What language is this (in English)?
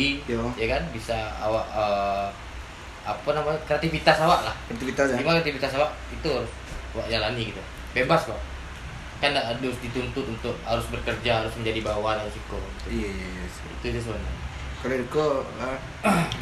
Minangkabau